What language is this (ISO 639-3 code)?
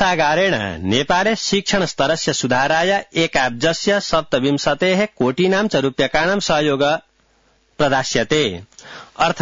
san